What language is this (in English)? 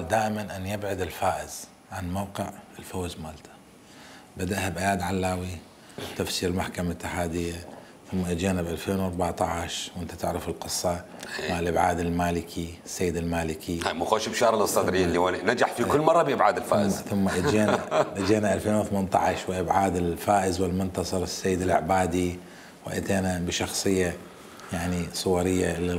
Mesopotamian Arabic